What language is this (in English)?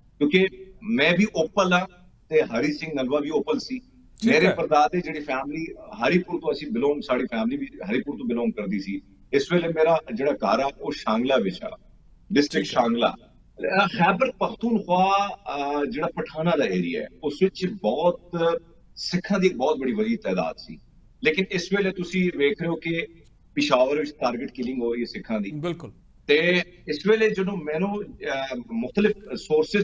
Punjabi